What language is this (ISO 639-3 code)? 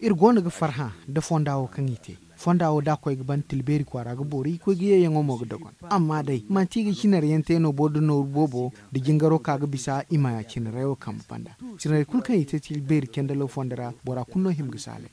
dje